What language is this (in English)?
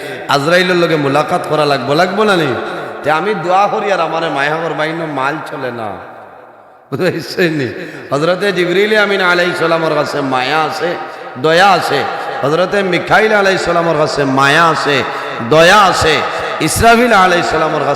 Sylheti